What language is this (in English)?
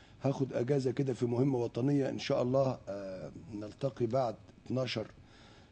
Egyptian Arabic